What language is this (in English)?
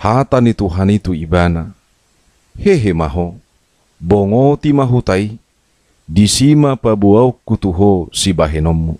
Batak Toba